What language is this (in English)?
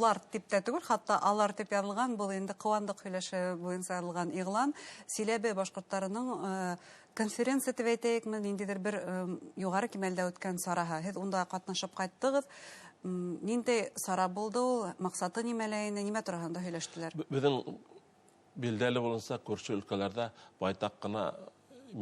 Bashkir